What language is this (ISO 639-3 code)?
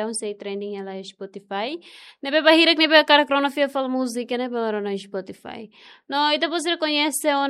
tet